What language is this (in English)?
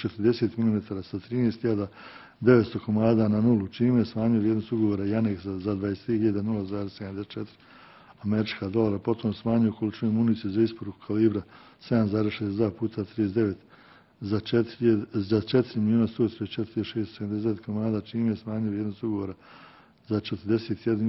Bosnian